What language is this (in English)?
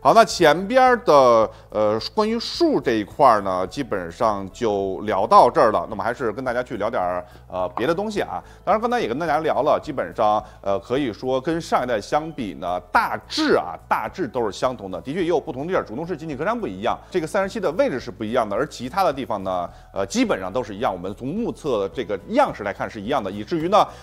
Chinese